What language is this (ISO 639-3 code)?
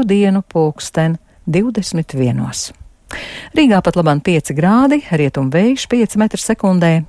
lav